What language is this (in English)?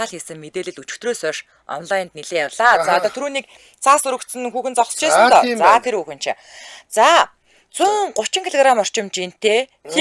Mongolian